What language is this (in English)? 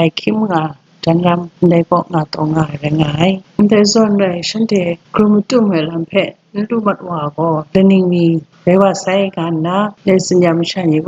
Kachin